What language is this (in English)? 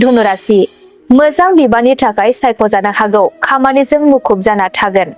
Bodo